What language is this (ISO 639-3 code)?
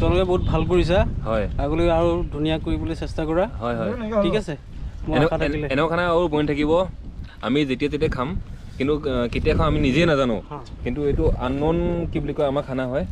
asm